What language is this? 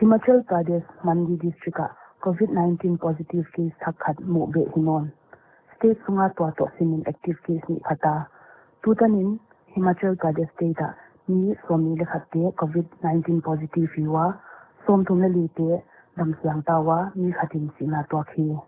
Paite Chin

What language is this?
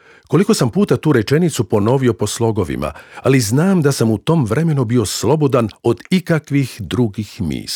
Croatian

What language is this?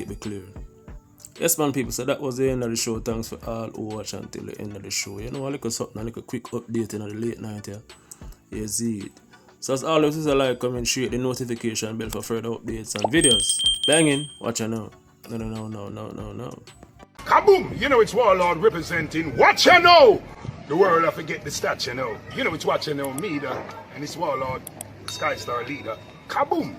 Jamaican Creole English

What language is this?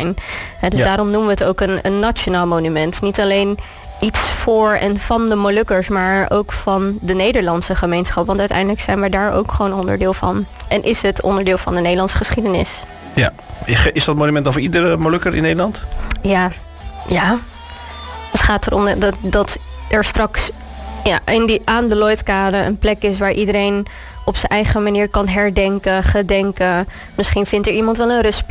Dutch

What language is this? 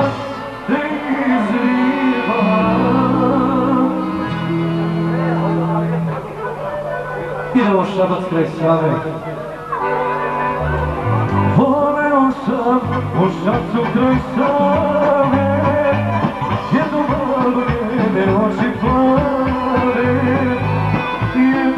Serbian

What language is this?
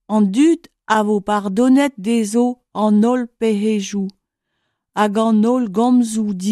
Breton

